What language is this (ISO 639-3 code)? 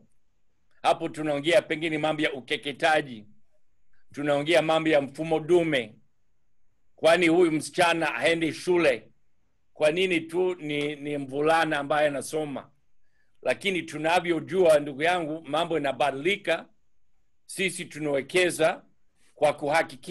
swa